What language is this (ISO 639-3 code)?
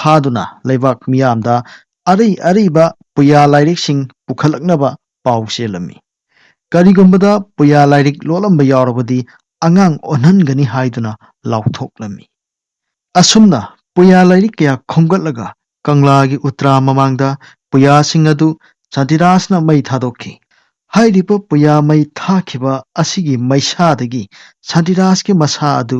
mni